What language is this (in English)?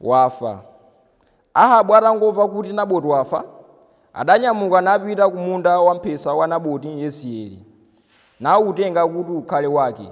Nyanja